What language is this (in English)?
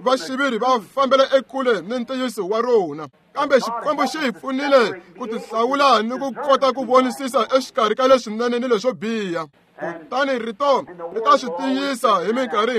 Tsonga